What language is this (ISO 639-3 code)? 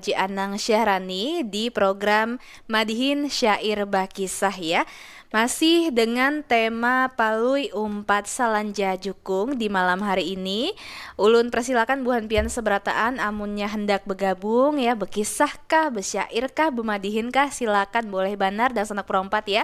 bjn